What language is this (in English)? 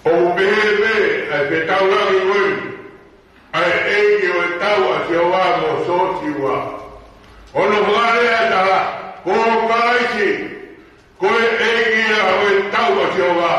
Tongan